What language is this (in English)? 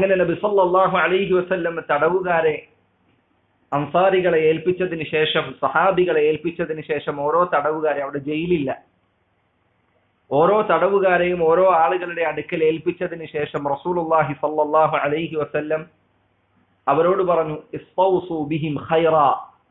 Malayalam